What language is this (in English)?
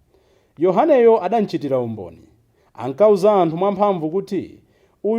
Nyanja